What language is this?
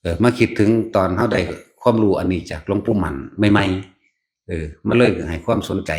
Northeastern Thai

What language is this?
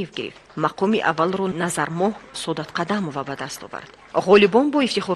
Tajik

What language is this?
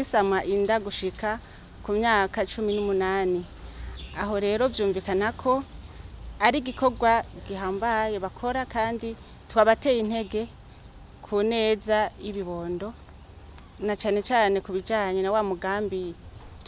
Rundi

